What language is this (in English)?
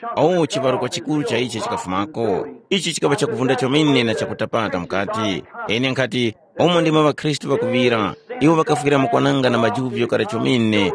Tumbuka